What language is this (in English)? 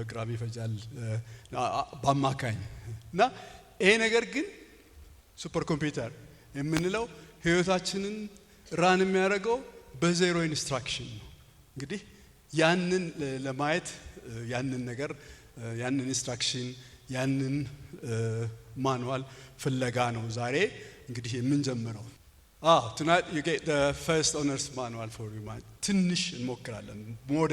Amharic